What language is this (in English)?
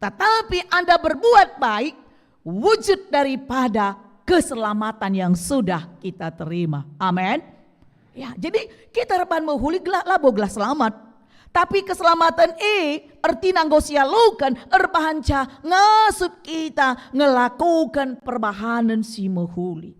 Batak Karo